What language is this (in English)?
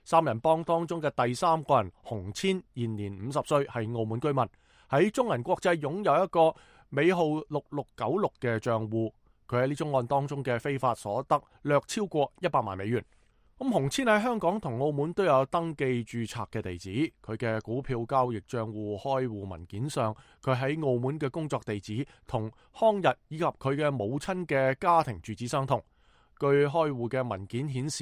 Cantonese